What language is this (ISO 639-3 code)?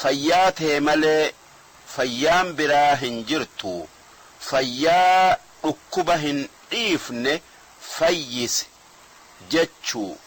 orm